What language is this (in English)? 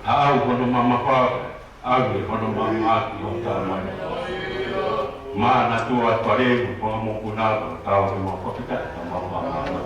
Tongan